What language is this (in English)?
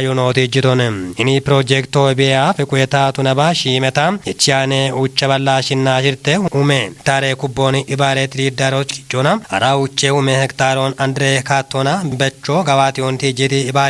Kafa